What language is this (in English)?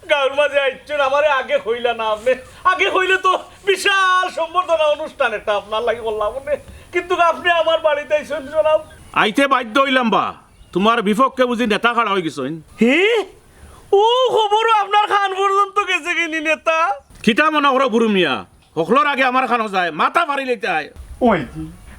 Sylheti